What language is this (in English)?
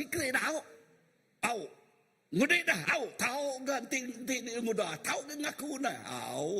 Iban